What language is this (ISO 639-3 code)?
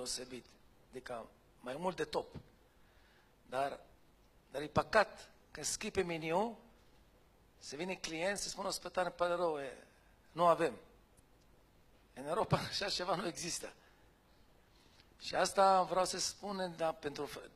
ron